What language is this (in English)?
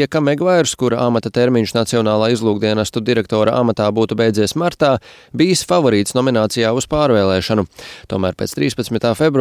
Latvian